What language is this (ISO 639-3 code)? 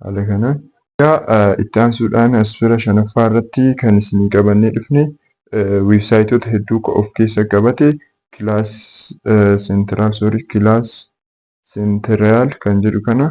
orm